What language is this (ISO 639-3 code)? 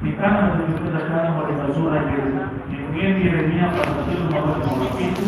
nia